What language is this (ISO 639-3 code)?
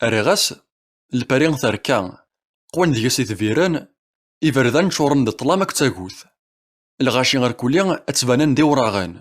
kab